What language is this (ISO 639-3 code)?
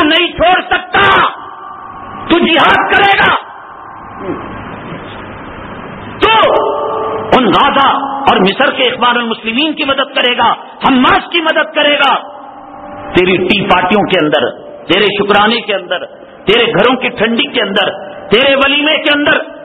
urd